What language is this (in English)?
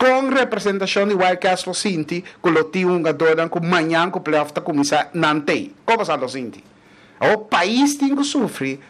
Papiamento